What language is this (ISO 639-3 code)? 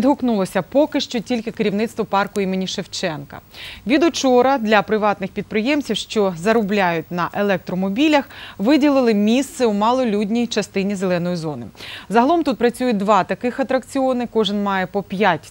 ukr